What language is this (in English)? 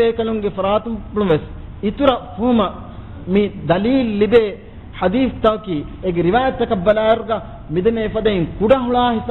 Divehi